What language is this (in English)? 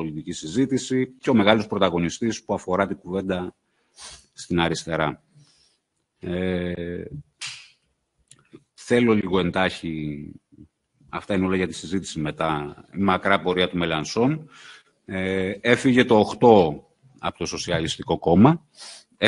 Greek